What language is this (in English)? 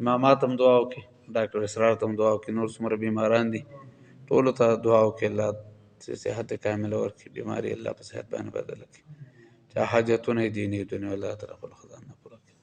Pashto